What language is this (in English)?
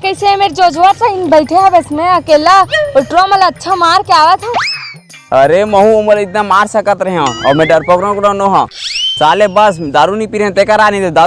Chhattisgarhi